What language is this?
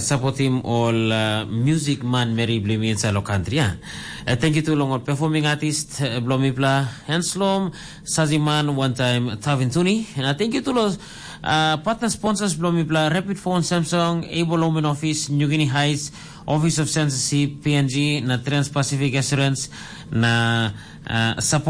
Tok Pisin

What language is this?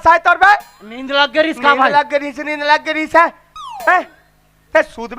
Chhattisgarhi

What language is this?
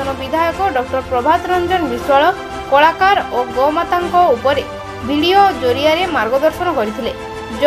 Odia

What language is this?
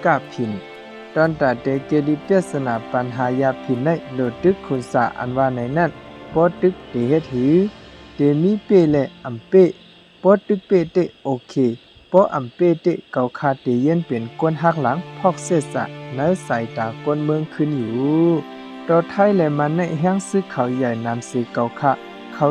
Shan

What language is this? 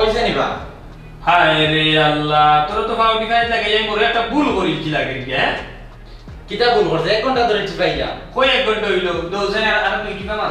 Sylheti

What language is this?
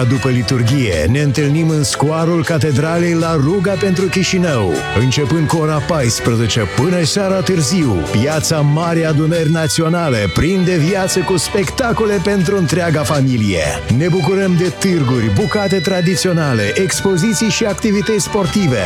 Romanian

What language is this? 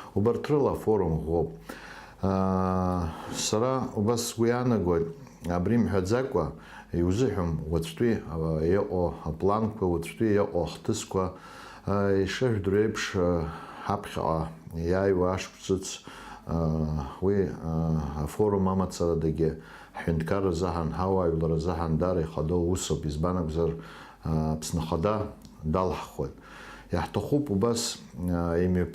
Abkhazian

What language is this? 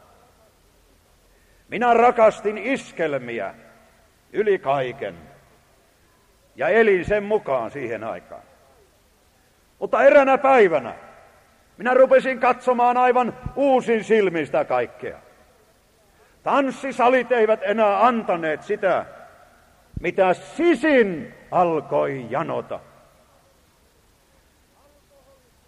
Finnish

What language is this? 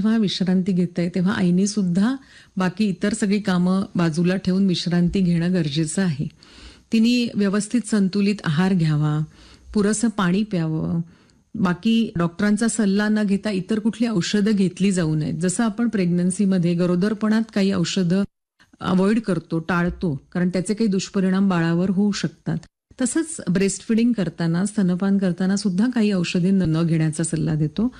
Marathi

